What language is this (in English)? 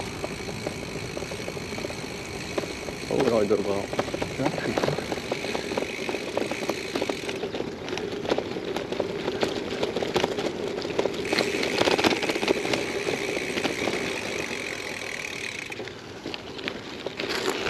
French